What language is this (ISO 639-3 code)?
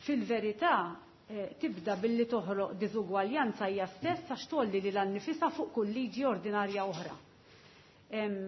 mlt